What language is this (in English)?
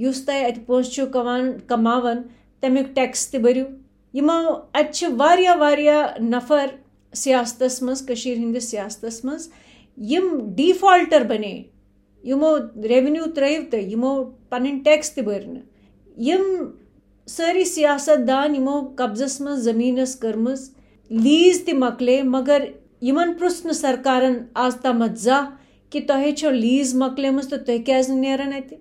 Kashmiri